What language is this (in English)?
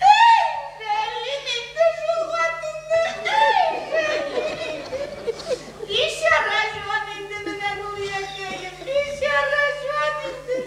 Tatar